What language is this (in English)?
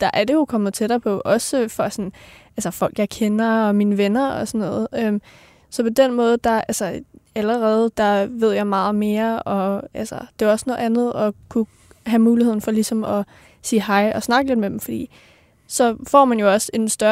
Danish